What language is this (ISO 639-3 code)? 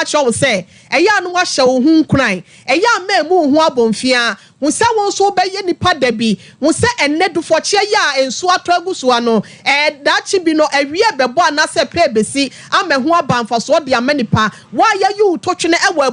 aka